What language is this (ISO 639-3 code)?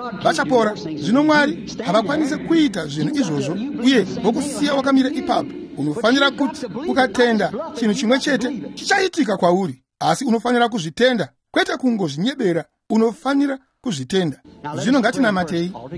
sna